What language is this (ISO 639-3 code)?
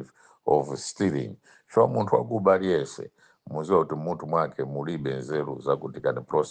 nya